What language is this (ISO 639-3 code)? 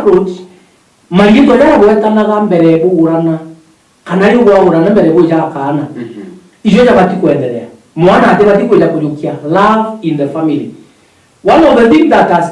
mer